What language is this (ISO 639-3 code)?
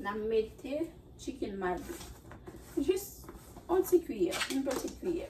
hat